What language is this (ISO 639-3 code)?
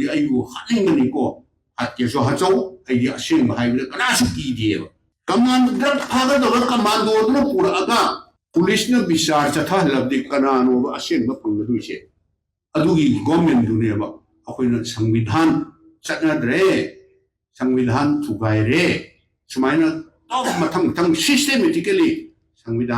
mni